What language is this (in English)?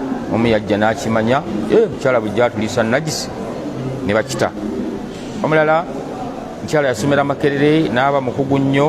Ganda